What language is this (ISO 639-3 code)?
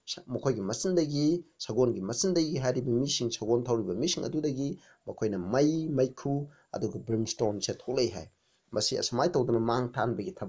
mni